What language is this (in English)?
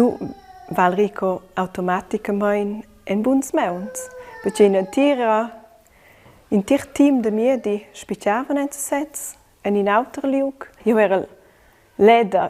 Romansh